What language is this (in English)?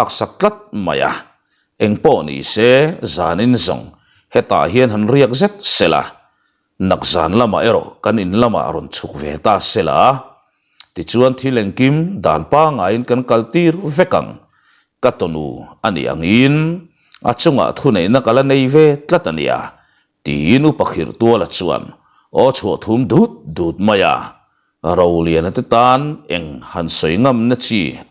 Mizo